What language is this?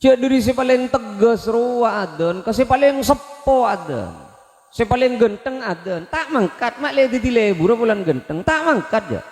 Madurese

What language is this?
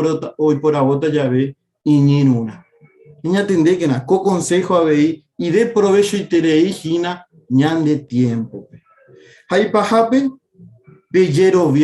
Guarani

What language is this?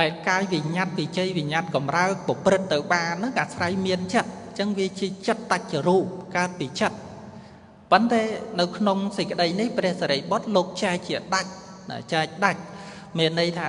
Khmer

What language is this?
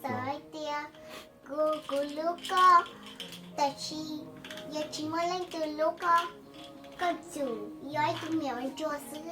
Hmong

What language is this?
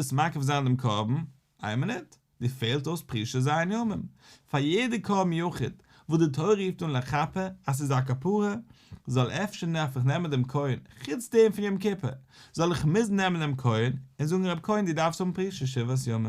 Yiddish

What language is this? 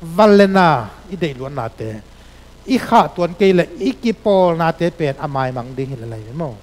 Tedim Chin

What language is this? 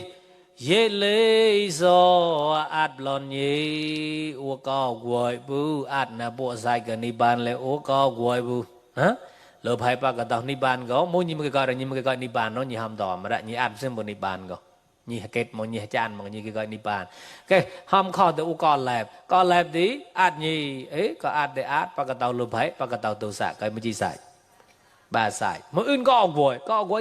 Mon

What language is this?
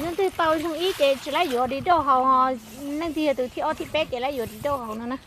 Hmong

